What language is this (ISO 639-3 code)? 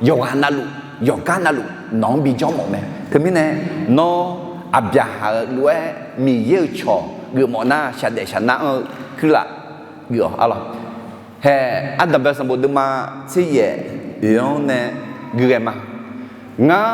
ahk